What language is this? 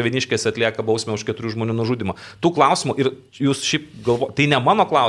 Lithuanian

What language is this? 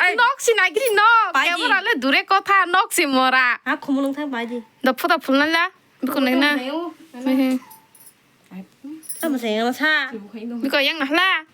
Kok Borok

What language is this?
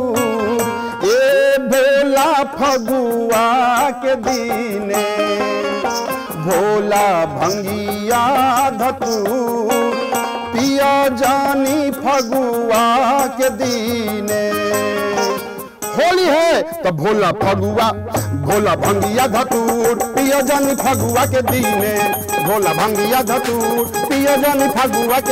Bhojpuri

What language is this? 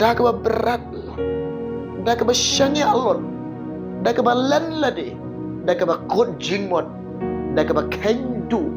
Khasi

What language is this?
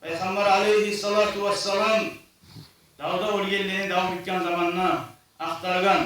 Kumyk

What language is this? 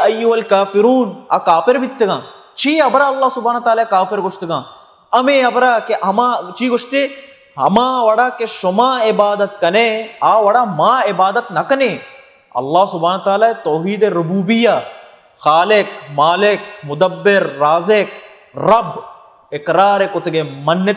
Baluchi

